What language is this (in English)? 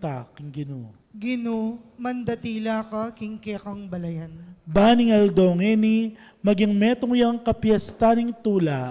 Pampanga